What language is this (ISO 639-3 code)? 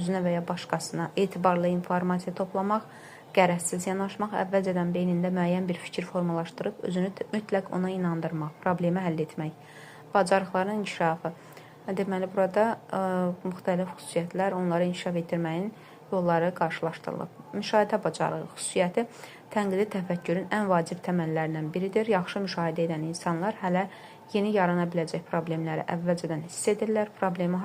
aze